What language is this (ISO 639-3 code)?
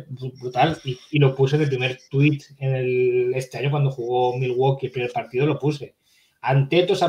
spa